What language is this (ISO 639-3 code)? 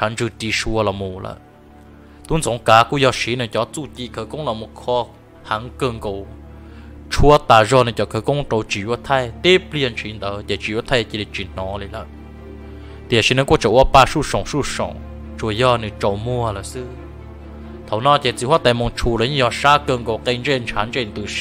vie